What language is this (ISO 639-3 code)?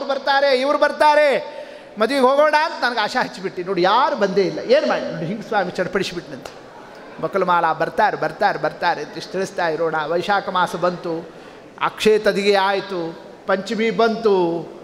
kan